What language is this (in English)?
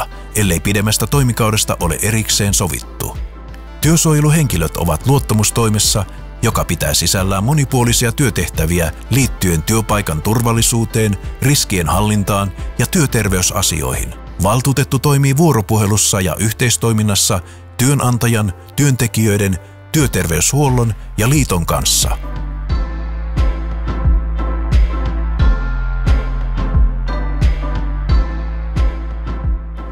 Finnish